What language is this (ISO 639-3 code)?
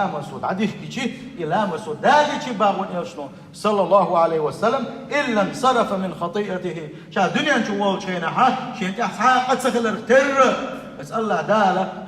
che